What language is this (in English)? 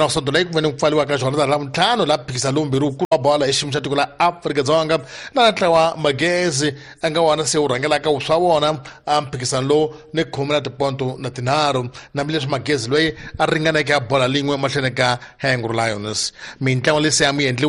Tsonga